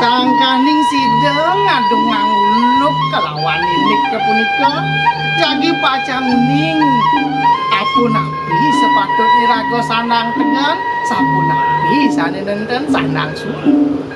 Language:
Balinese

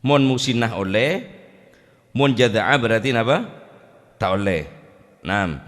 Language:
Madurese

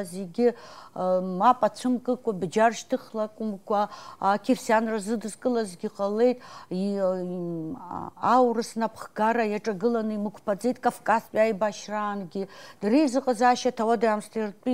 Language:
Abkhazian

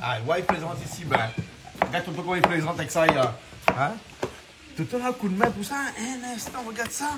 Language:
Réunion Creole French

